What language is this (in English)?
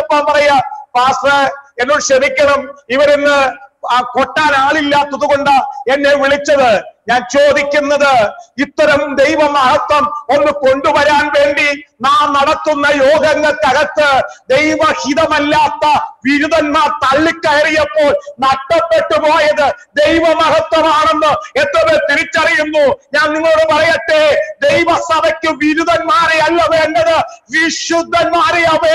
Malayalam